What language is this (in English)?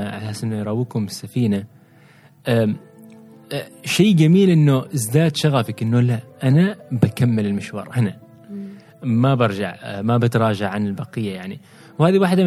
Gulf Arabic